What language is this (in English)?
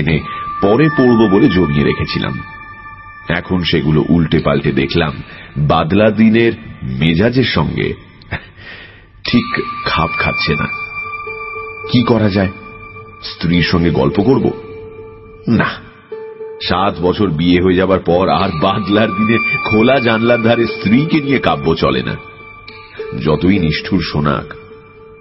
Bangla